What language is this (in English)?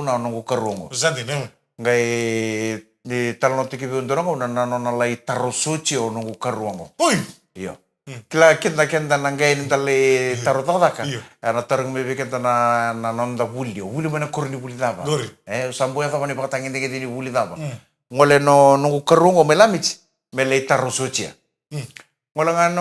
Fijian